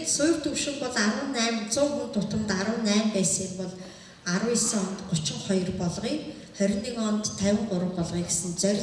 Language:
Mongolian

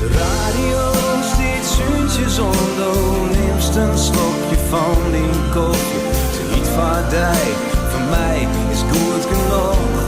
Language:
Western Frisian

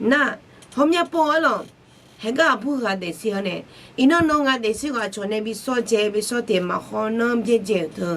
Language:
Akha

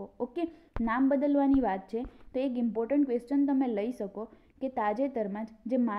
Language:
Gujarati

